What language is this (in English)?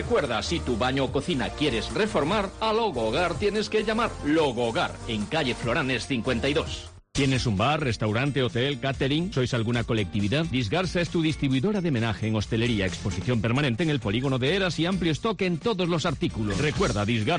Spanish